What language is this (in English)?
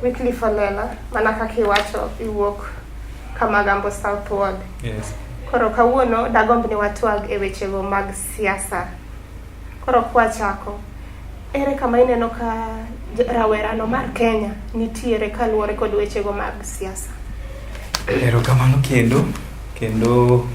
Luo (Kenya and Tanzania)